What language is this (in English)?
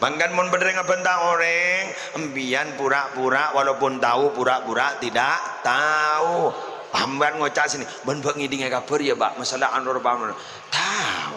Madurese